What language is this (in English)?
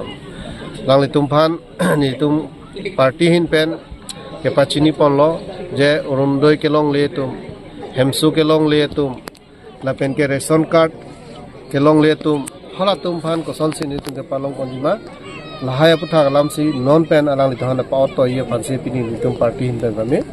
Karbi